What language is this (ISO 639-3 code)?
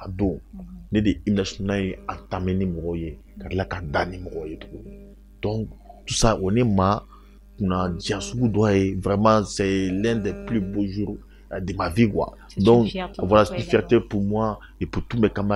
bam